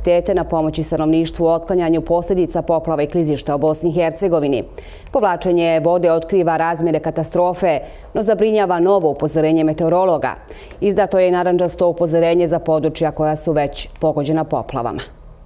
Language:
Bosnian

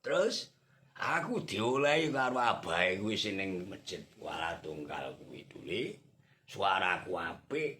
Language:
Javanese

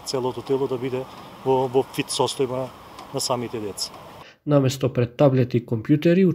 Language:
Macedonian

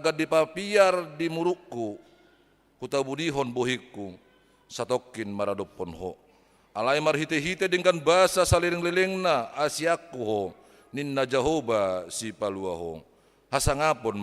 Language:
Batak Toba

